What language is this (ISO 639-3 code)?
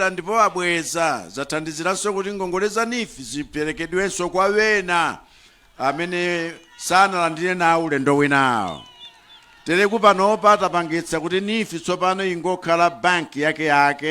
nya